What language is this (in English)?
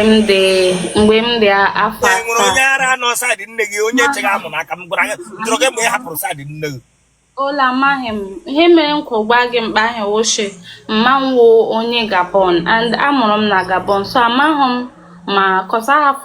Igbo